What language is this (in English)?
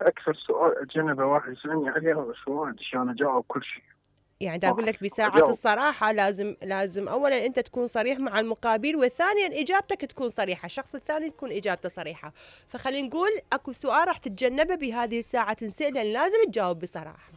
Mesopotamian Arabic